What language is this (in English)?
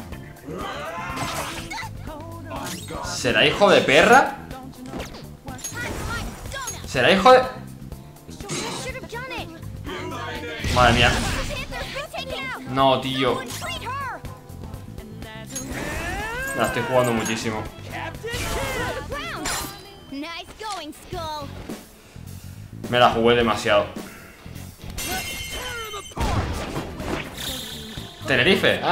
Spanish